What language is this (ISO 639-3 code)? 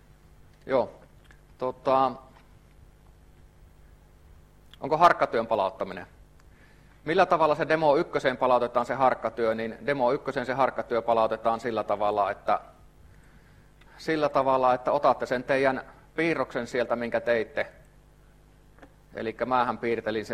fin